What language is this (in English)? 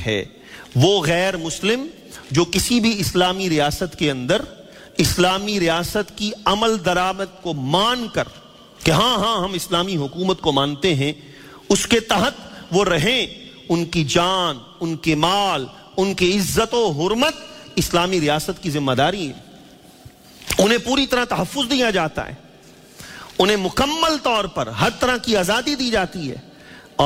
Urdu